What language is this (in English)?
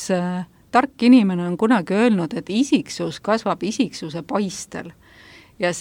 Estonian